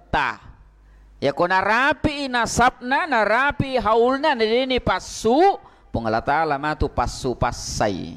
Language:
Buginese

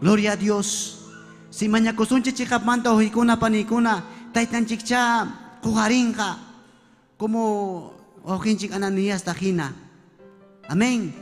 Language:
Ayacucho Quechua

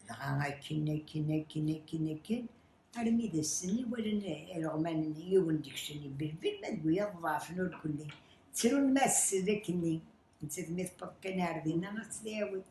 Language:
Kabyle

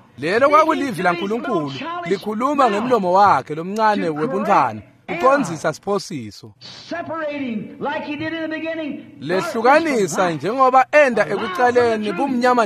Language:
Swati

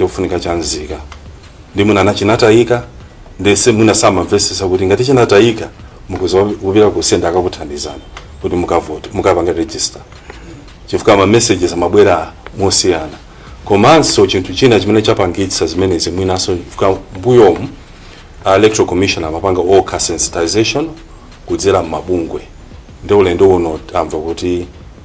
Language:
Nyanja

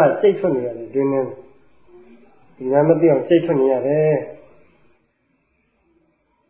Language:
Burmese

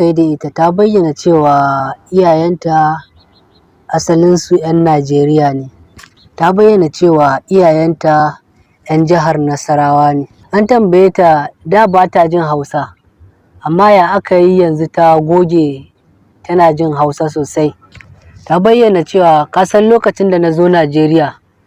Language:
Hausa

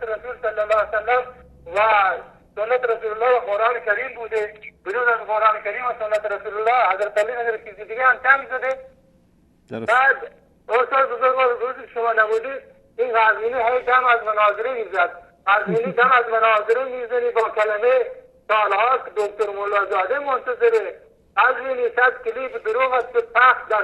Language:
Persian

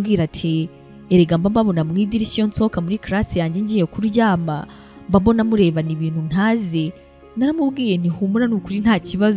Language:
Kinyarwanda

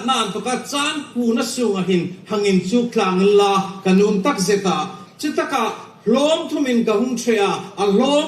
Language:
Hmar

